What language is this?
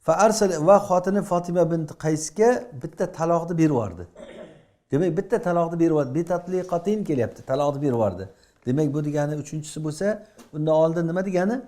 Uzbek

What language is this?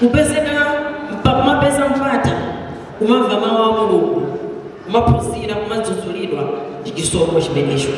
Nyanja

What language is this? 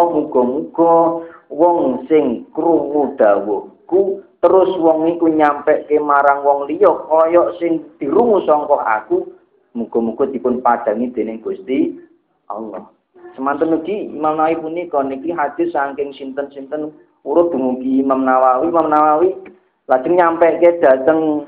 Javanese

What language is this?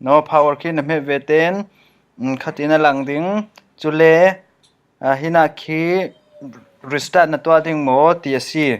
Falam Chin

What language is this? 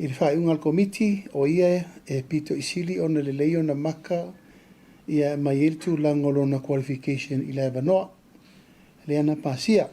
Samoan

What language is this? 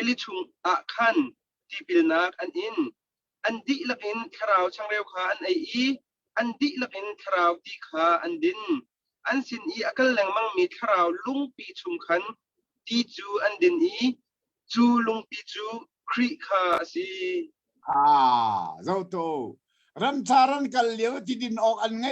Hakha Chin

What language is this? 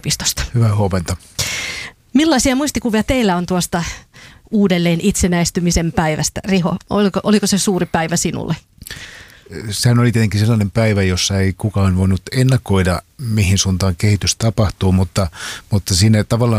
Finnish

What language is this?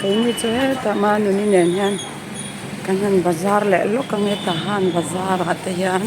Mizo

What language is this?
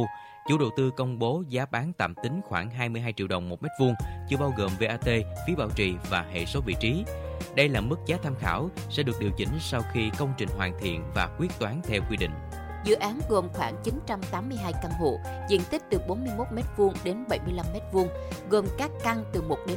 Vietnamese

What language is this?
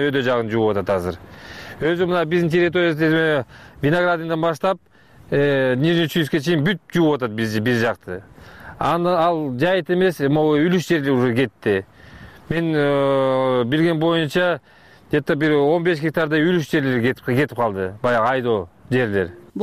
Kyrgyz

